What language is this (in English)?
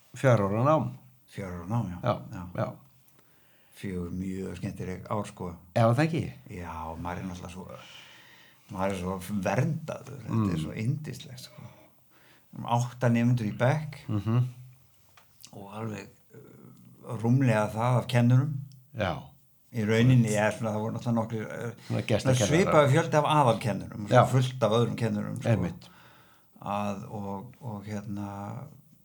Icelandic